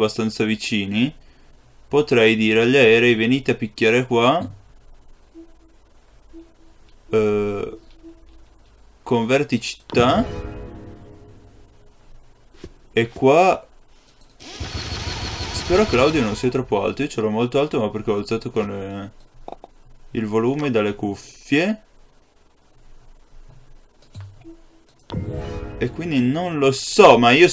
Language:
Italian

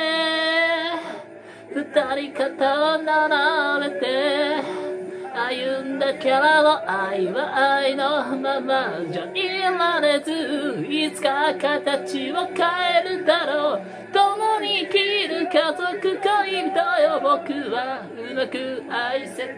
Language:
Japanese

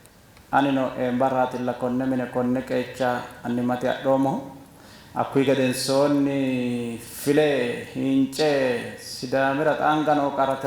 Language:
Sidamo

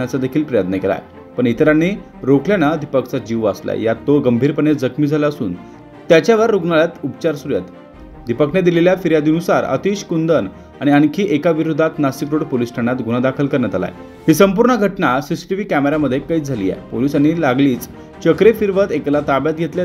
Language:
Marathi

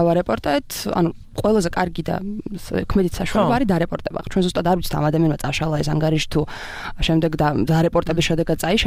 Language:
Georgian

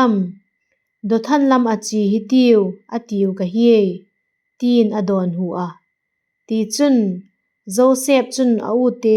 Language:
Vaiphei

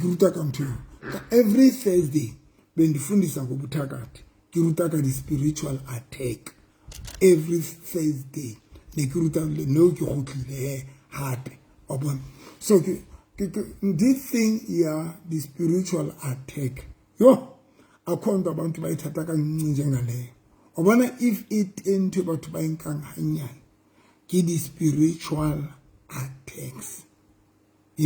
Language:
Southern Sotho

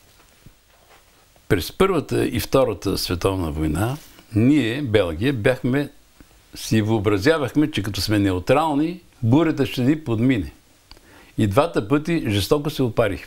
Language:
Bulgarian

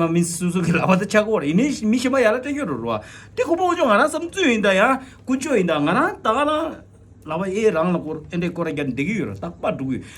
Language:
Tibetan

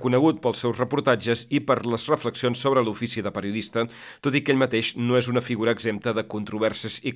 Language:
Catalan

